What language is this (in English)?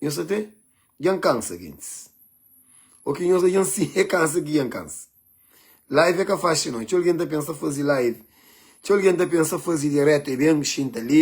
Kabuverdianu